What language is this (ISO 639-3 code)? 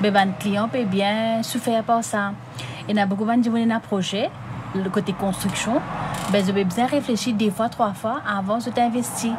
mfe